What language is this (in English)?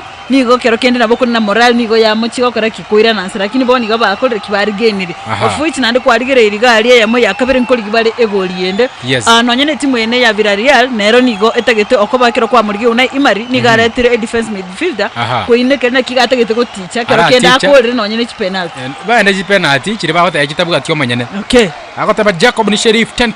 Gusii